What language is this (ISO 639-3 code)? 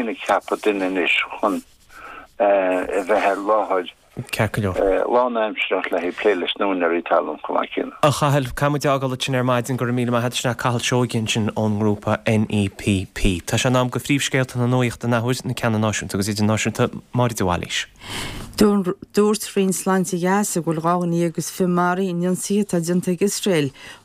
gle